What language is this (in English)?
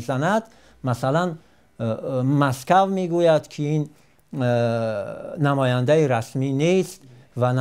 Tajik